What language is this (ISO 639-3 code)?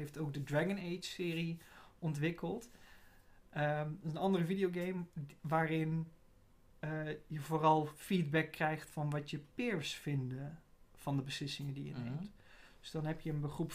nld